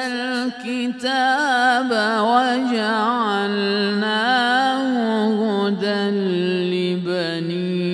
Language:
Arabic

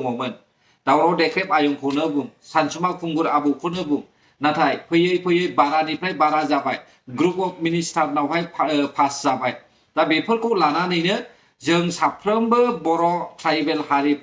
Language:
Bodo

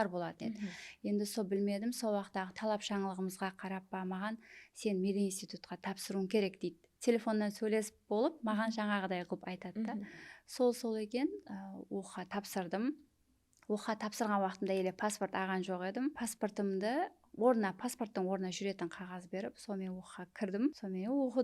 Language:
Kara-Kalpak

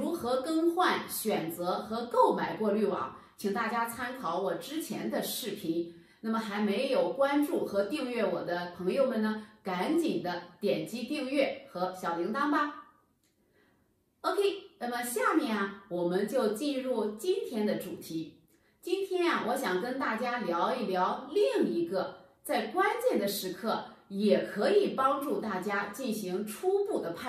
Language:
Chinese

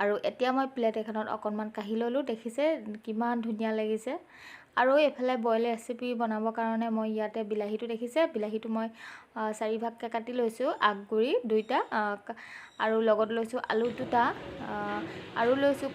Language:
Assamese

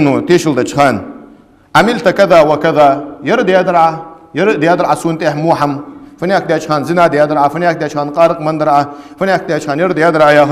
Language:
Ingush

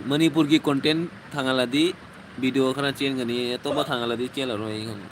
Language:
Manipuri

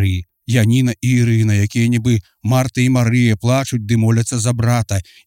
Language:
Belarusian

